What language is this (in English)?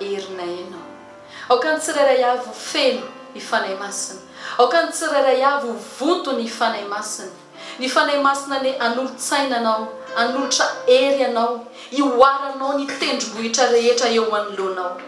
Malagasy